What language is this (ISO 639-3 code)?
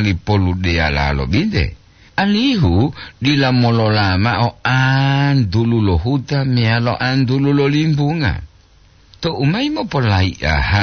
gor